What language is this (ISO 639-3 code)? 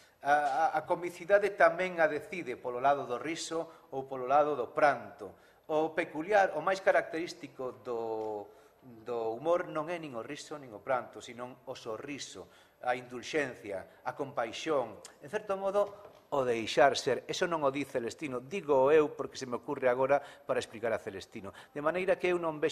glg